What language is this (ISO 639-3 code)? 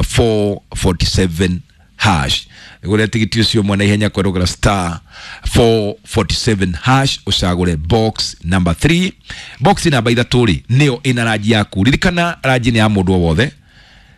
kik